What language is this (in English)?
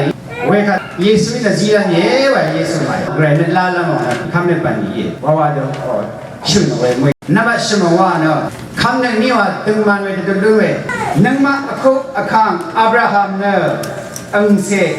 Rawang